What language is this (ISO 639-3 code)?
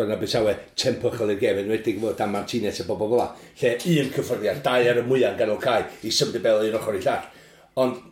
cym